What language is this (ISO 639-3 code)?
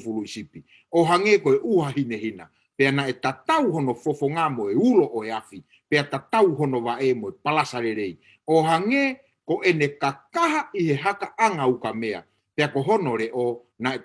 ton